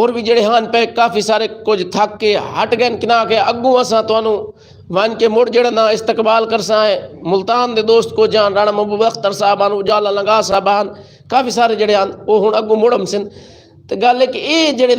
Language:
Saraiki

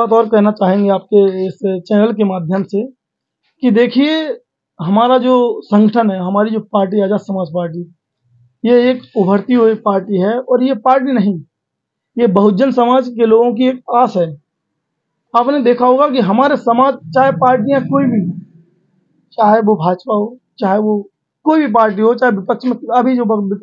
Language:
Hindi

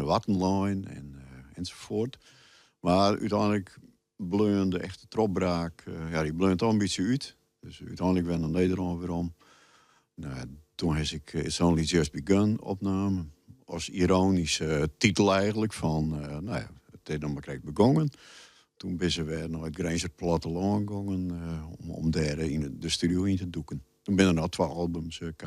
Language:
Western Frisian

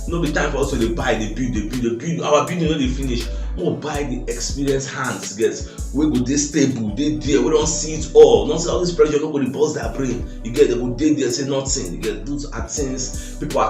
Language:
Nigerian Pidgin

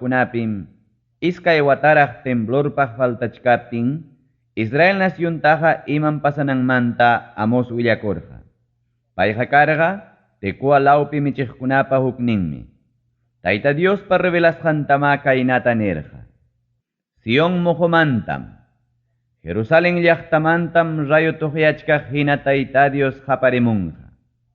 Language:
Ayacucho Quechua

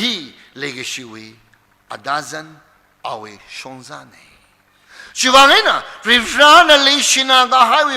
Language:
Tangkhul Naga (India)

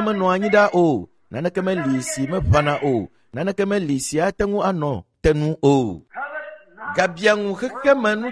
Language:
Ewe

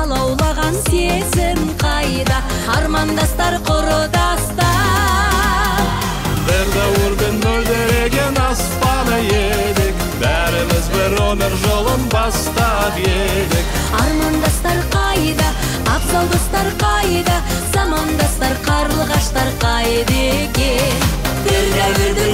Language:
Kazakh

